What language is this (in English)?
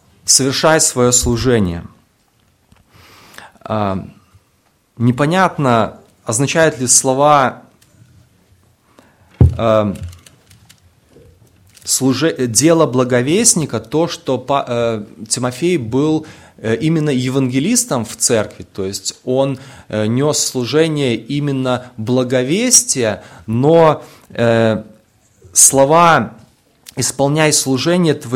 Russian